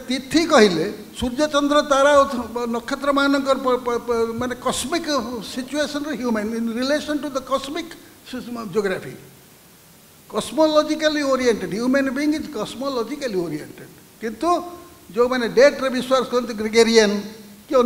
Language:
Odia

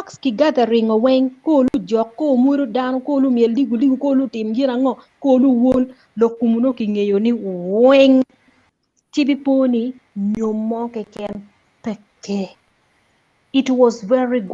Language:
Acoli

